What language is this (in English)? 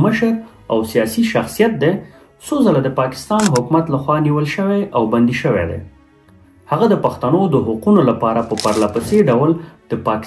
Pashto